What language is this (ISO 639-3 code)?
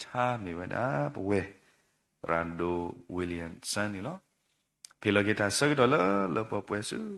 ksw